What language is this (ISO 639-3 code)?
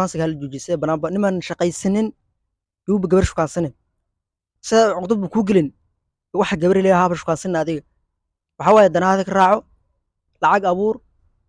som